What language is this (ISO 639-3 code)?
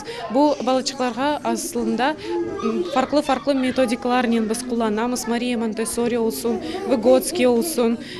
crh